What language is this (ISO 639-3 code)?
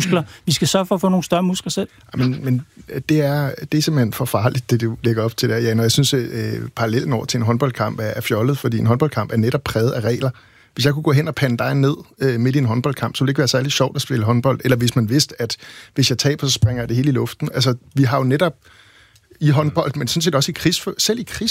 dan